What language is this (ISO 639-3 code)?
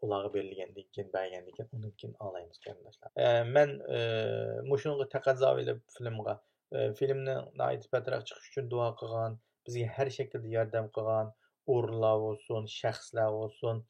uig